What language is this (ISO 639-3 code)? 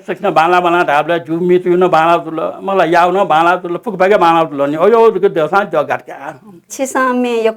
new